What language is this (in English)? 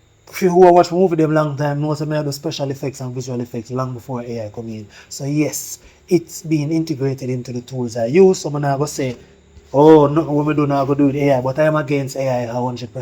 Jamaican Creole English